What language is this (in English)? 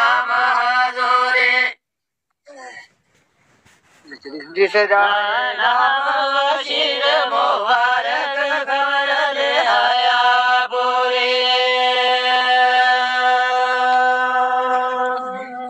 Hindi